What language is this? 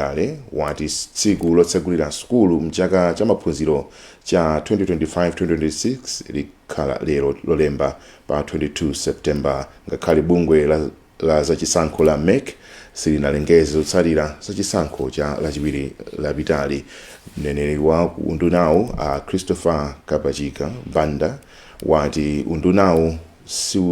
Nyanja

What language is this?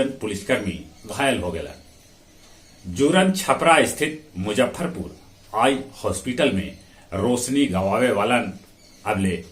Magahi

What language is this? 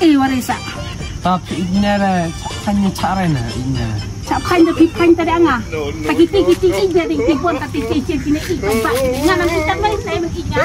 Khasi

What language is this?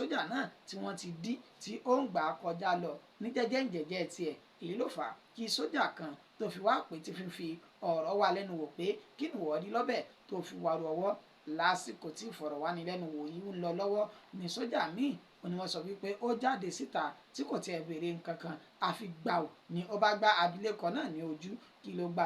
Yoruba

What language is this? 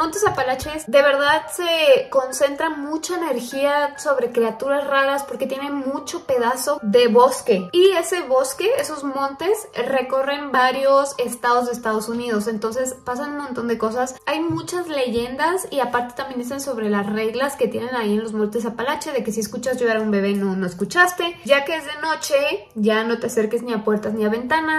Spanish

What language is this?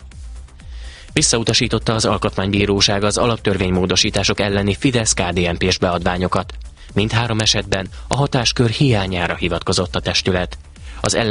Hungarian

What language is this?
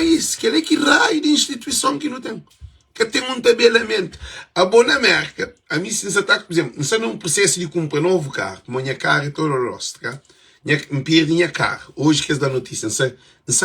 Kabuverdianu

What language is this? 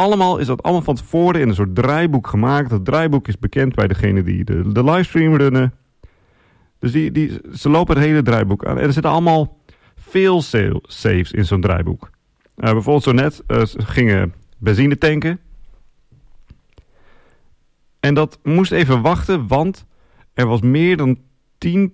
Dutch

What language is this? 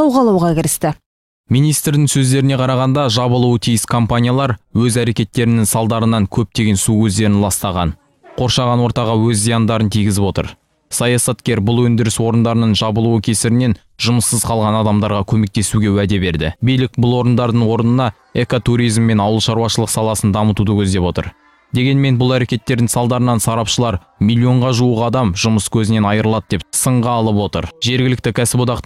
Kazakh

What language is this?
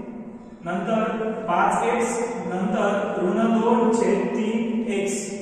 Marathi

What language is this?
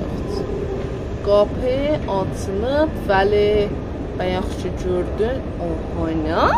South Azerbaijani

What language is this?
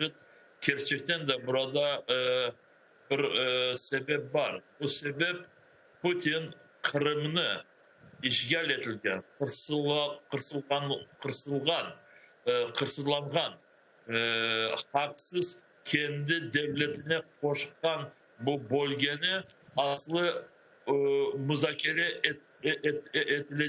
Crimean Tatar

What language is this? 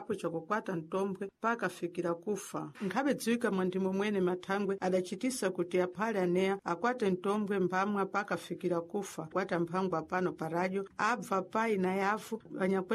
Sena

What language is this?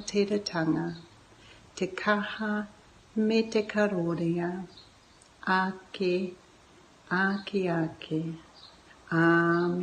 Māori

